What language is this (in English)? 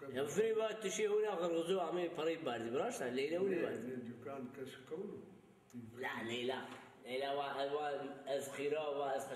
Zaza